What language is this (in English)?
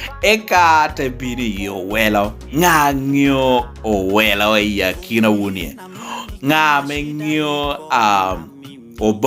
Lango (Uganda)